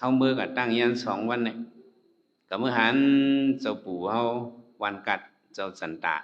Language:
Shan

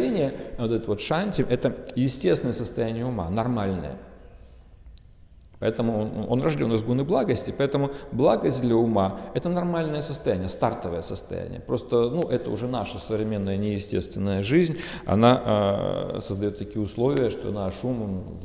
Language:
Russian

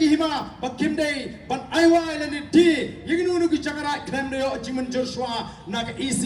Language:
Khasi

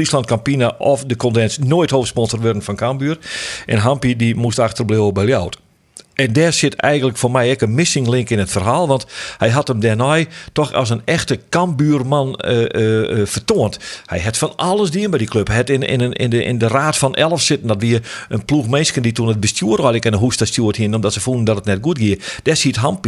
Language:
Western Frisian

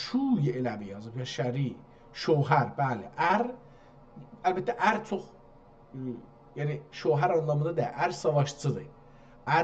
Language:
South Azerbaijani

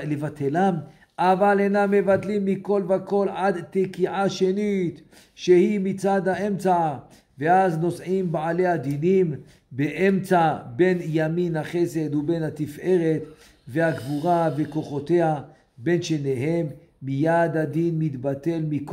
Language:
Hebrew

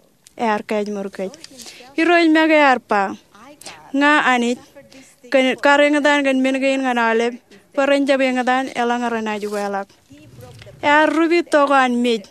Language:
Marshallese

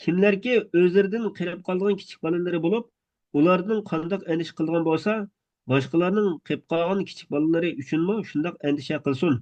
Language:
Uyghur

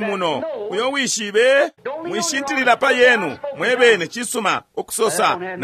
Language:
Bemba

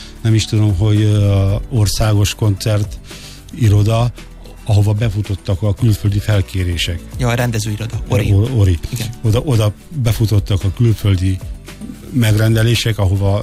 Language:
Hungarian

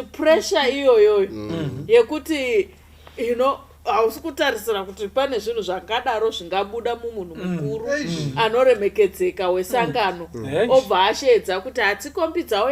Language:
Shona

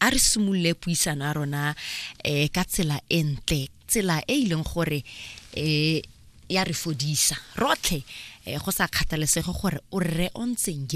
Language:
Tswana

